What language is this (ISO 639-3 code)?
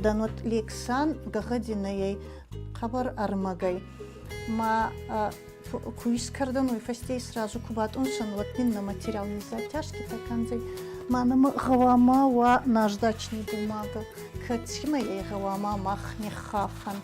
oss